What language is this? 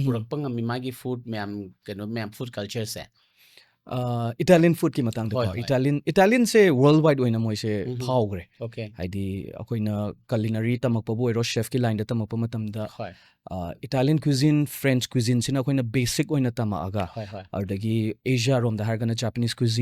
Manipuri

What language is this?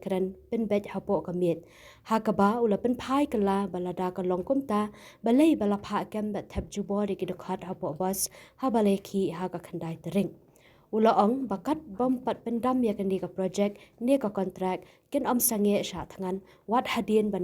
Khasi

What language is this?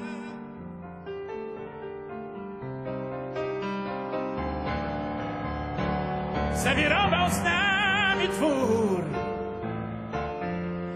Polish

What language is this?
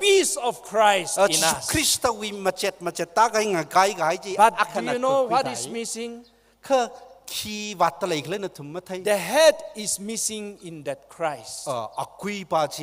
Tangkhul Naga (India)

